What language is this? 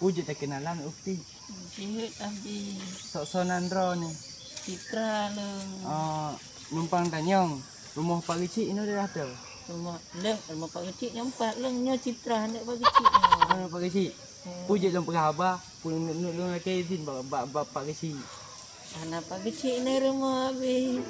Achinese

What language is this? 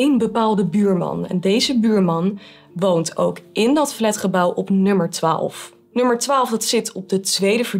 Dutch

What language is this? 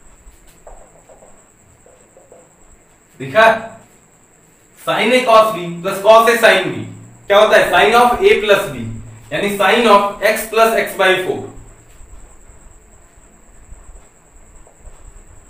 Hindi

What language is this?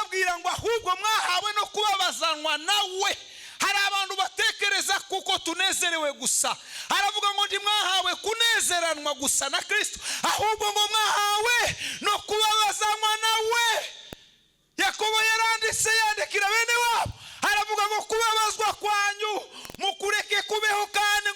Kinyarwanda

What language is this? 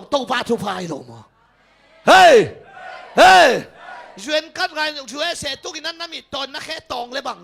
Tedim Chin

